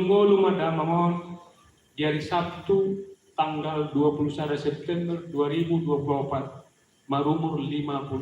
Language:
Batak Toba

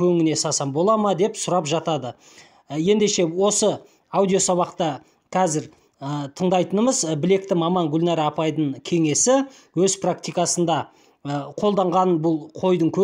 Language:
Kazakh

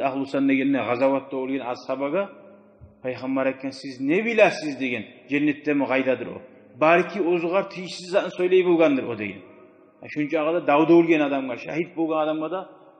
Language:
Kumyk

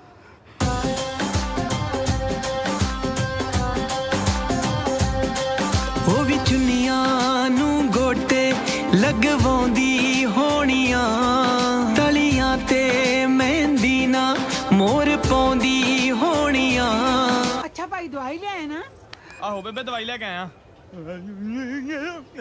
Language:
Punjabi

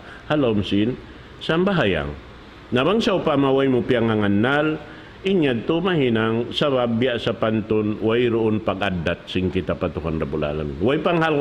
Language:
Tausug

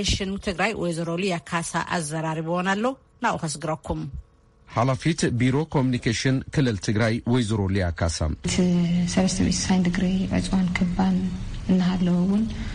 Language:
Tigrinya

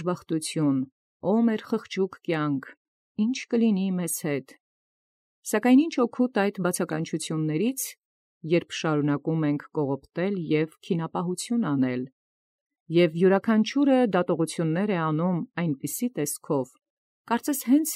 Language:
Armenian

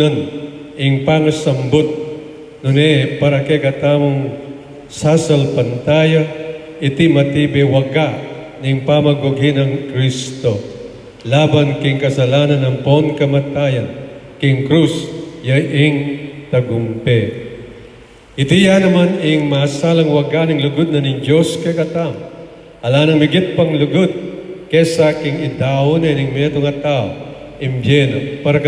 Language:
Pampanga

